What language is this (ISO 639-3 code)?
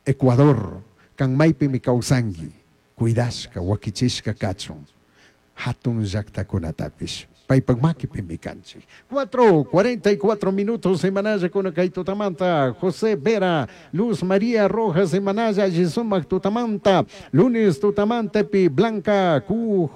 qug